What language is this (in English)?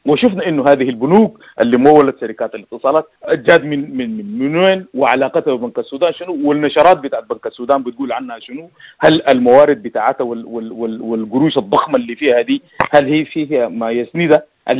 Sudanese Arabic